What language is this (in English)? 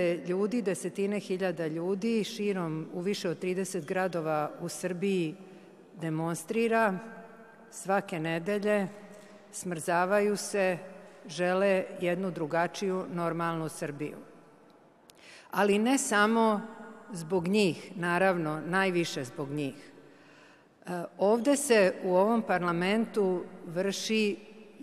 Serbian